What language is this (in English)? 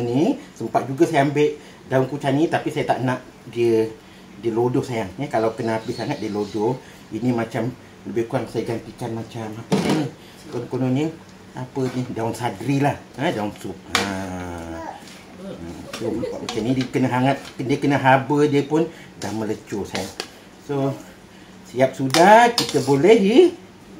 Malay